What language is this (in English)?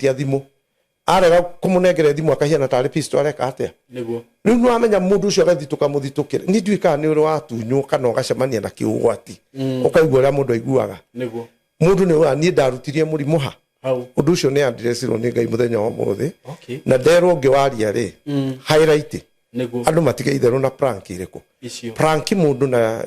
Kikuyu